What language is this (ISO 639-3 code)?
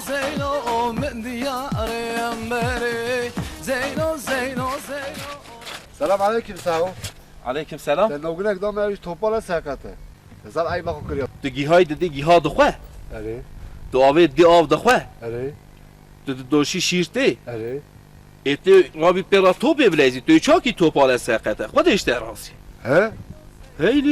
kur